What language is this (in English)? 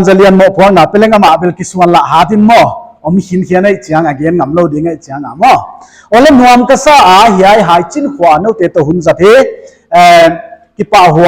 Paite Chin